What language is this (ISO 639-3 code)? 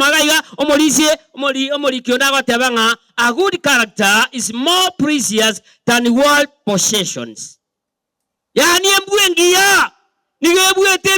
guz